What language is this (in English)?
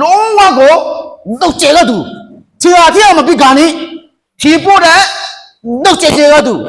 Akha